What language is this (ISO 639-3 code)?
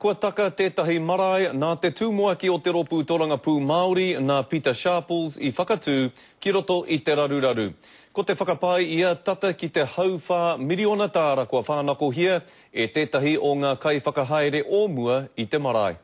mri